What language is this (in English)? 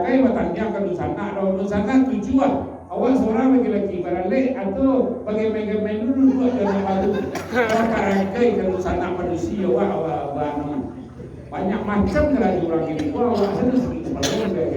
Minangkabau